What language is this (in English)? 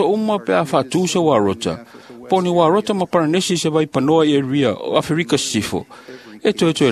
Samoan